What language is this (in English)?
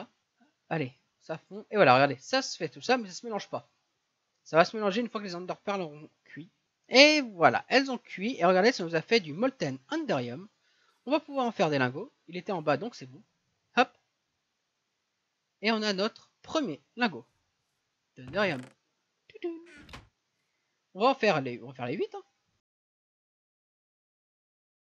French